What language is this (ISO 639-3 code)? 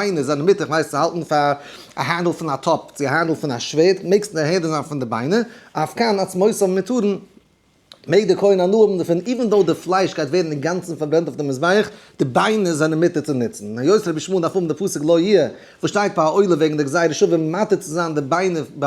yid